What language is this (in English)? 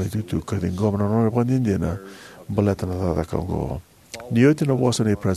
Fijian